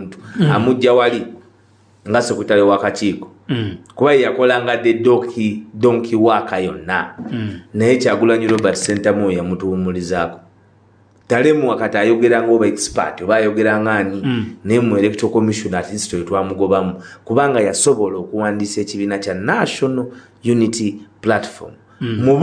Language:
Ganda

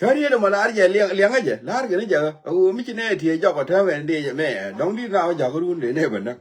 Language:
Nuer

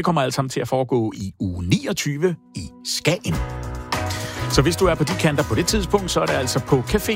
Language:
Danish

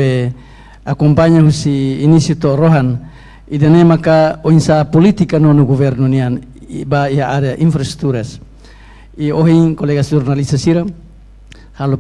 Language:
Tetum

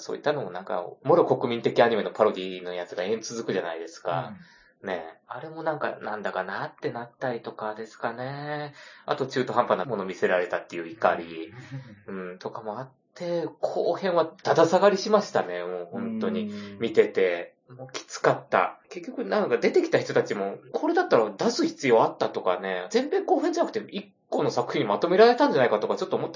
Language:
Japanese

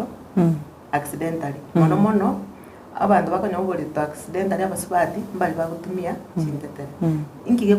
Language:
Gusii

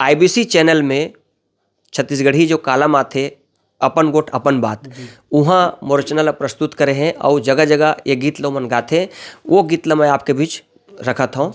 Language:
Chhattisgarhi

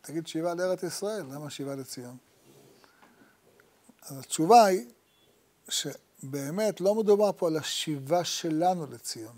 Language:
Hebrew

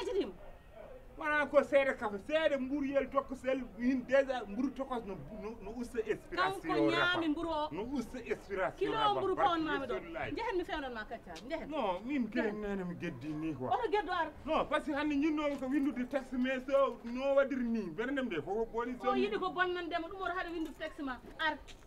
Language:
Fula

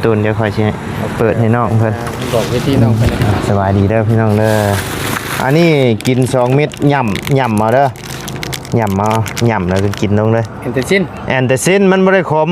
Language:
Lao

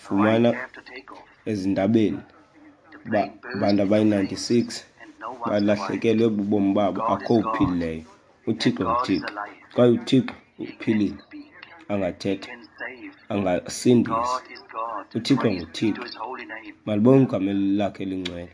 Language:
Xhosa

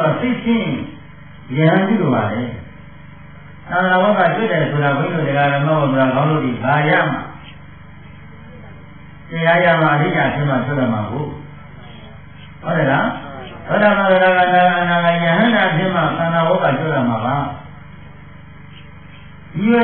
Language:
Burmese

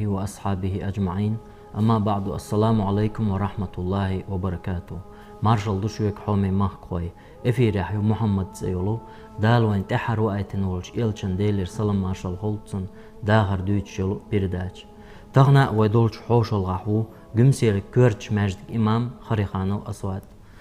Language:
Chechen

